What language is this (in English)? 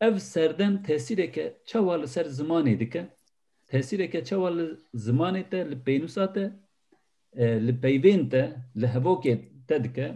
Kurdish